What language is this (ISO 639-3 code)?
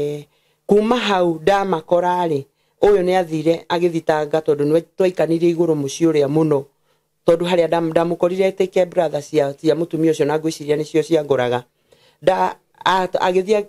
kik